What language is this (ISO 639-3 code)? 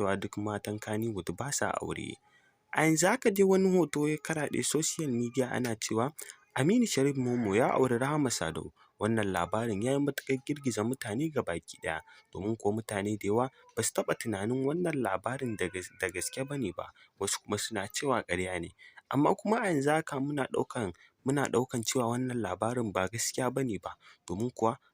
hau